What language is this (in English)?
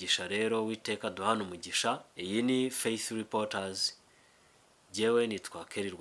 Kinyarwanda